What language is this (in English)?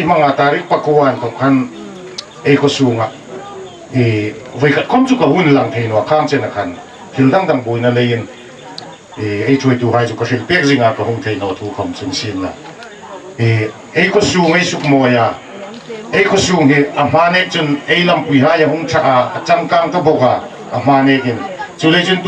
Hmar